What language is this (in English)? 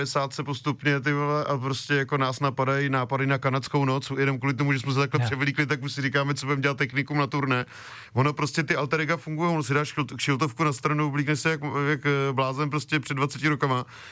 Czech